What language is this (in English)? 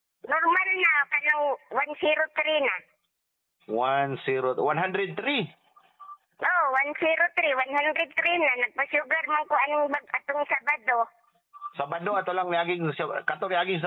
Cebuano